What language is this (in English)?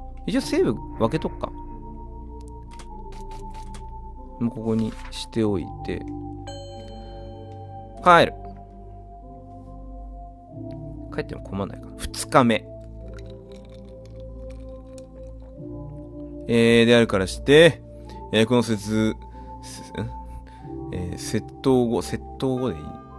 Japanese